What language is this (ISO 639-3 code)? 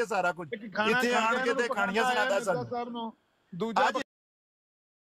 pan